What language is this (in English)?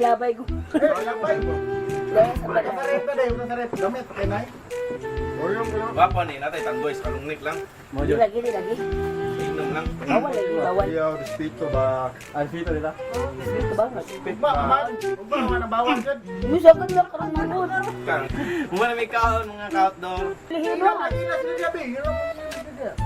Cebuano